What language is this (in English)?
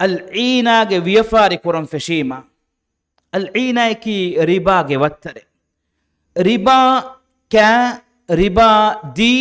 Divehi